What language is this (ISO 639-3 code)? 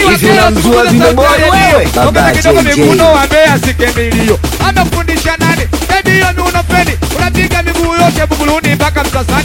swa